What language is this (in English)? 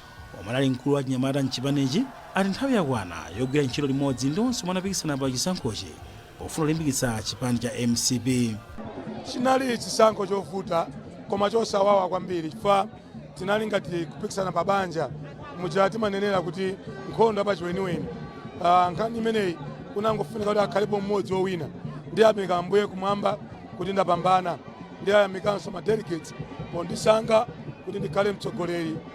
Nyanja